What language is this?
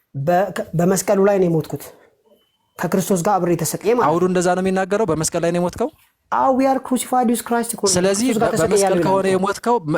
Amharic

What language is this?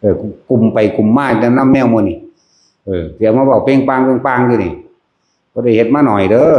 Northeastern Thai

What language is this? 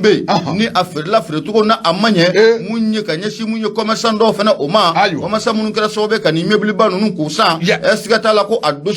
Bambara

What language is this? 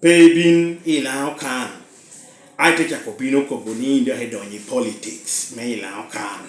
Lango (Uganda)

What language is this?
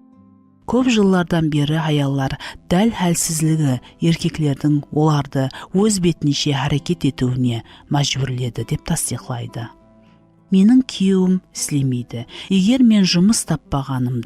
Kara-Kalpak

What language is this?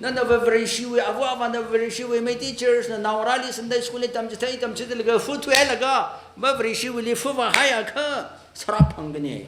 Tangkhul Naga (India)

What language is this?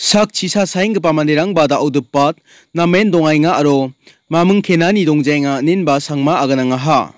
Garo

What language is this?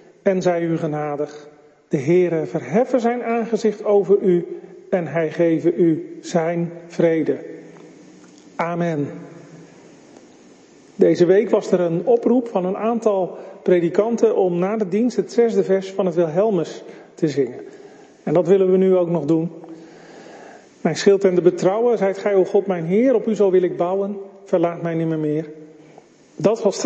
Dutch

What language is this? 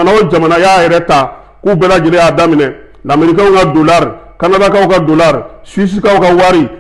Bambara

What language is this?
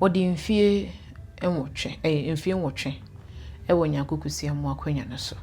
Akan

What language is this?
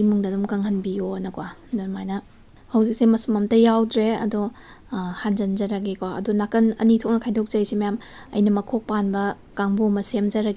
Manipuri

